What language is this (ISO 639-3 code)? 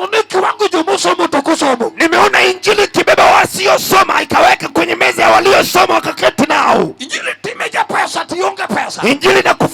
luo